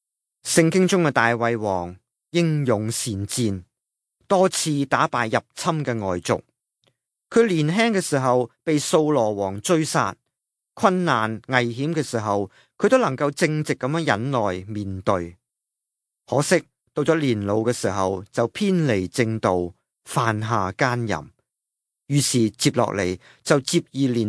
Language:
Cantonese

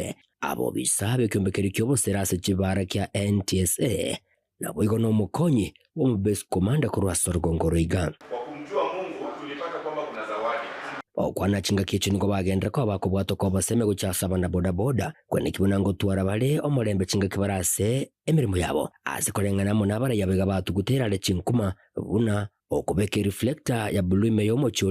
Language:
Gusii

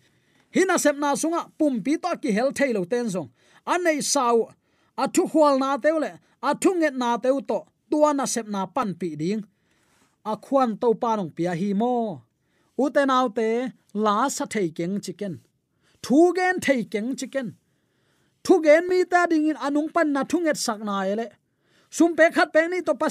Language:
Tedim Chin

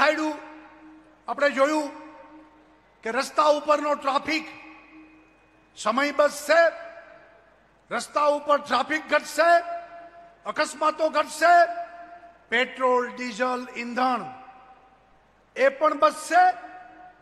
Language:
Gujarati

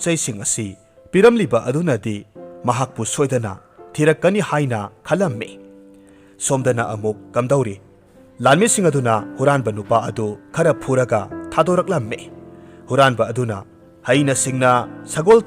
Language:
Manipuri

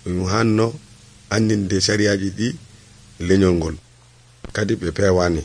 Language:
Nigerian Fulfulde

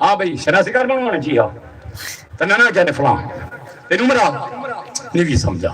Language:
Saraiki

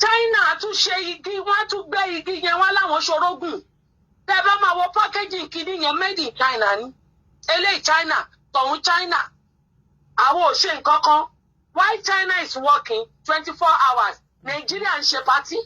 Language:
Yoruba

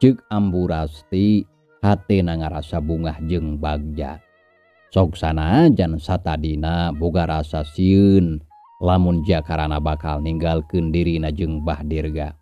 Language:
Sundanese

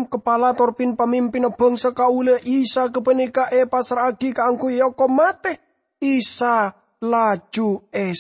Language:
Madurese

